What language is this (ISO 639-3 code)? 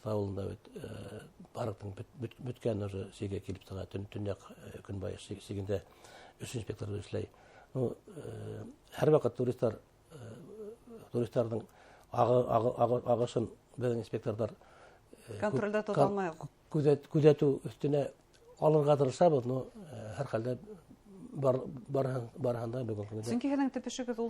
bak